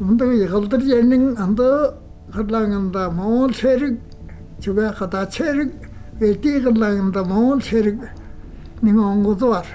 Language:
Tuvinian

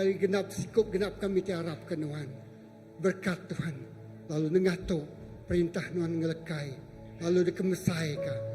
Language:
Iban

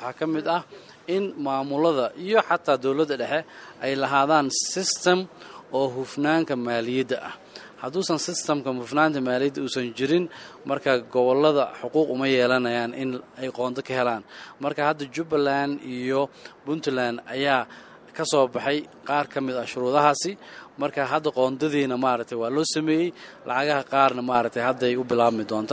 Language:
Somali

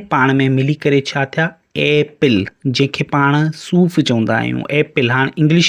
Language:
Sindhi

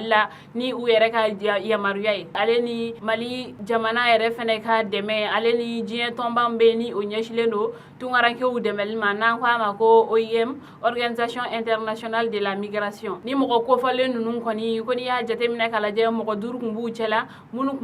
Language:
Bambara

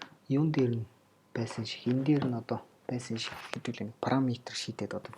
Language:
Mongolian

